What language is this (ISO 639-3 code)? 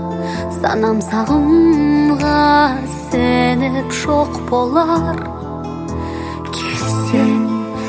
kaz